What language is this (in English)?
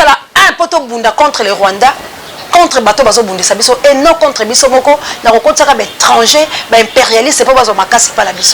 Lingala